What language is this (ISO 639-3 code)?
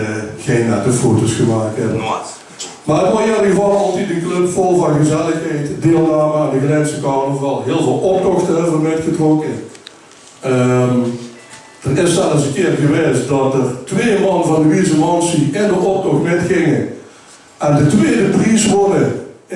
lim